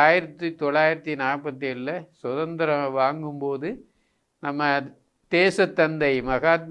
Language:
Tamil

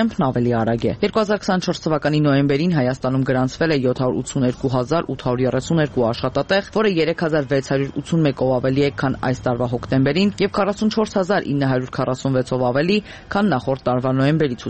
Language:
Armenian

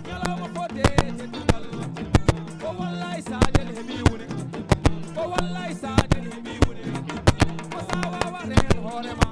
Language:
Fula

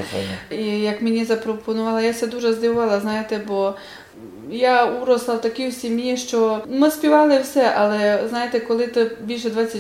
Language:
Rusyn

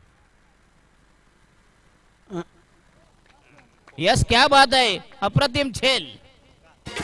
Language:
Marathi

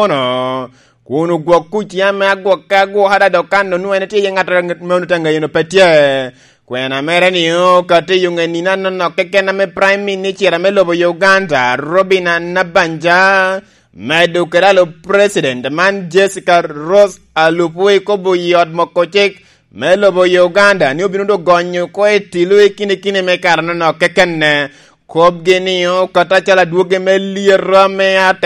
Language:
Lango (Uganda)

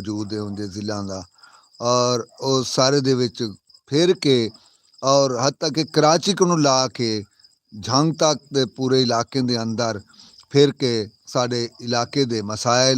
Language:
Saraiki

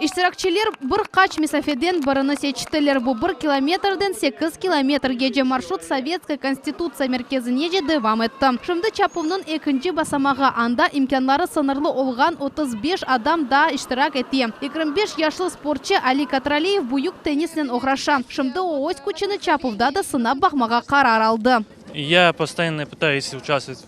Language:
Crimean Tatar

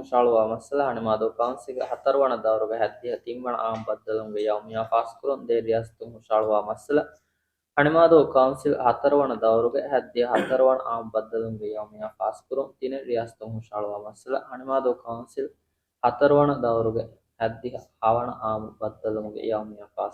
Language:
Divehi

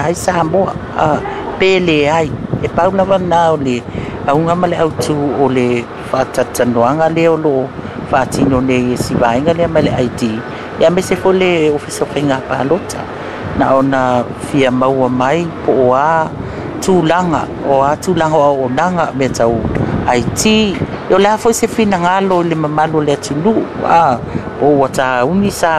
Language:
Samoan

